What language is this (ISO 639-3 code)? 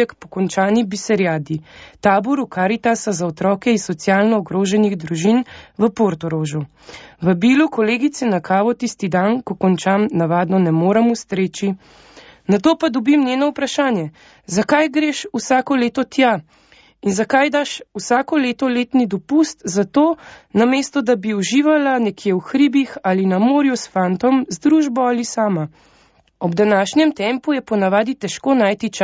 slv